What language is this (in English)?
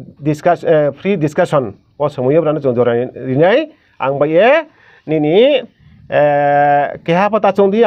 Riang (India)